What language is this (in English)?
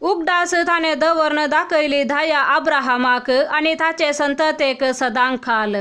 Konkani